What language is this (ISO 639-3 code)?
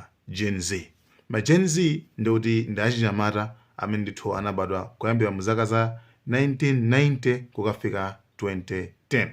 nya